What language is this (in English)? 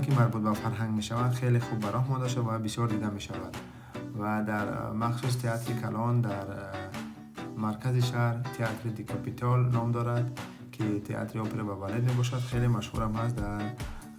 Tajik